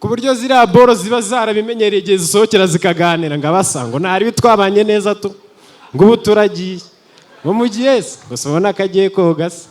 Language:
Kinyarwanda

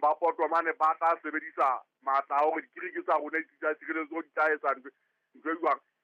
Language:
Southern Sotho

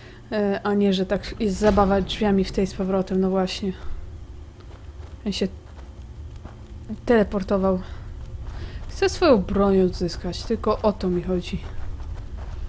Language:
Polish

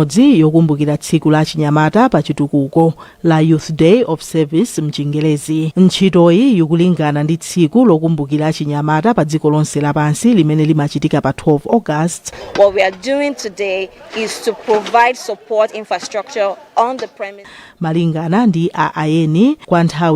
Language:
Nyanja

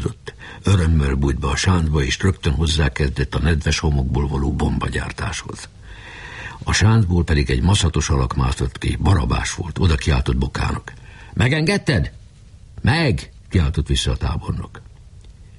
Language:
Hungarian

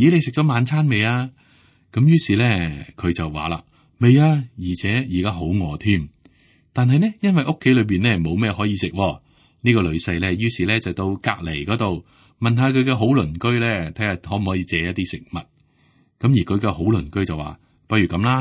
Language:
Cantonese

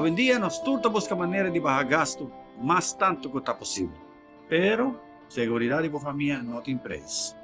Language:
Papiamento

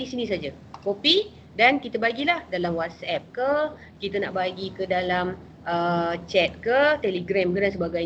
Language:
Malay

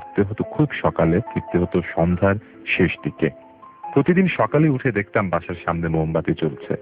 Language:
Bangla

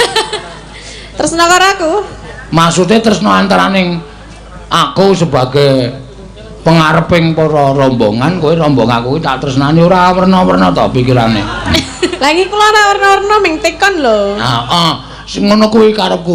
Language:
Javanese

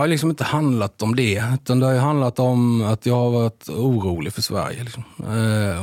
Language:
Swedish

